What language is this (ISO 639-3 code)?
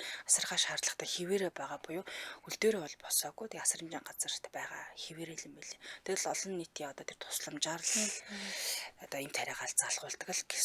mon